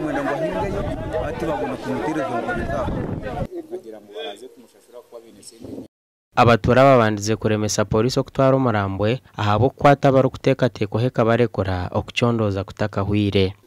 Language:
Nyankole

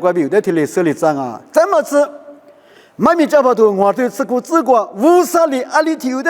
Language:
Lisu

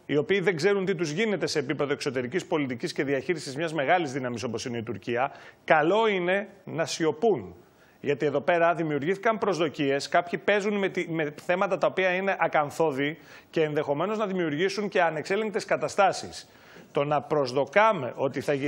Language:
Greek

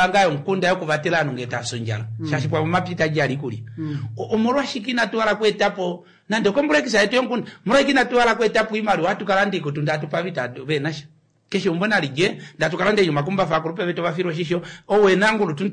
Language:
Kuanyama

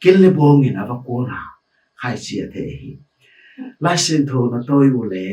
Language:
Tedim Chin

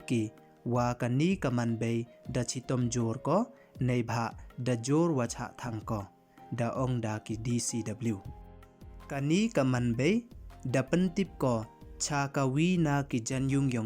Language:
Pnar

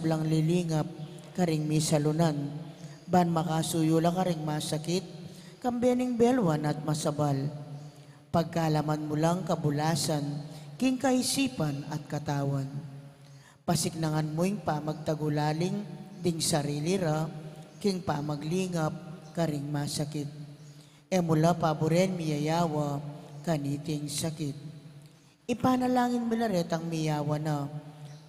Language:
Pampanga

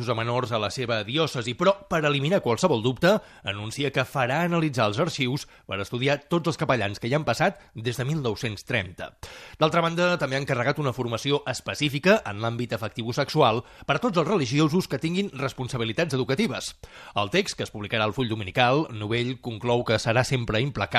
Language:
Catalan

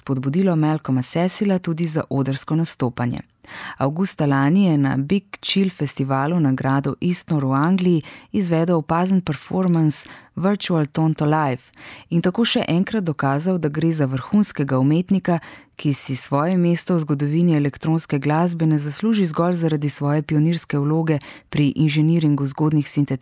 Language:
Slovenian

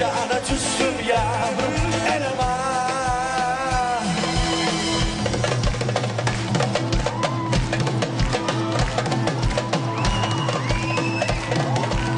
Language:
Turkish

